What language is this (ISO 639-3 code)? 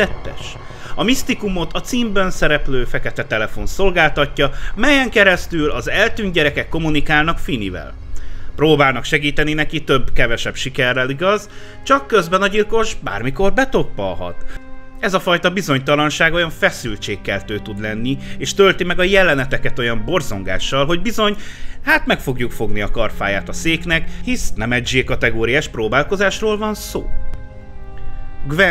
hun